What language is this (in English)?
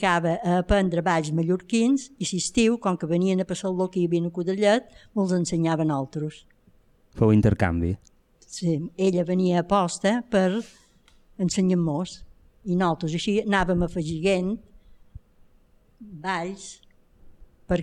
Catalan